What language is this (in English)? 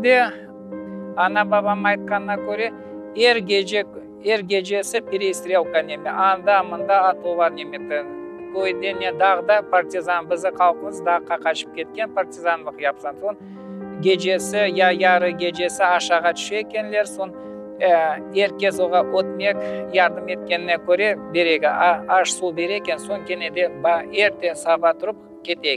Crimean Tatar